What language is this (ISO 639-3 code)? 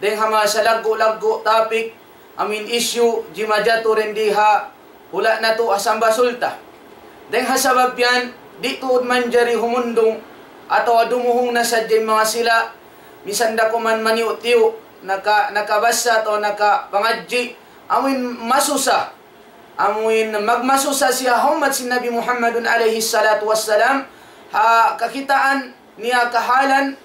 tsg